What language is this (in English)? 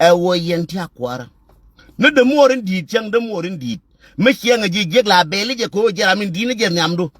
Nuer